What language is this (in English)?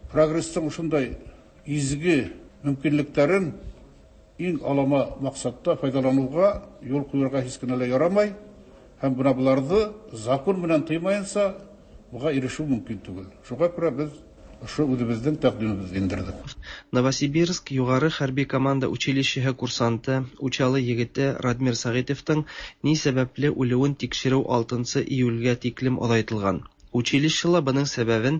Tatar